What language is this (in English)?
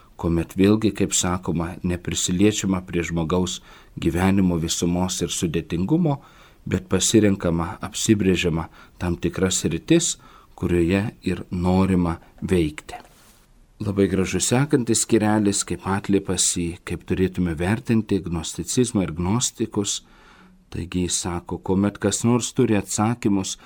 Lithuanian